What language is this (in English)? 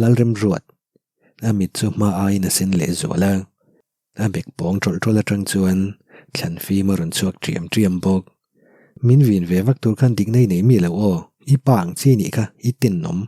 Mizo